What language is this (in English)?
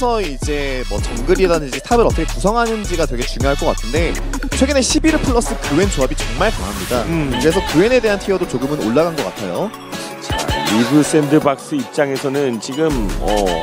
Korean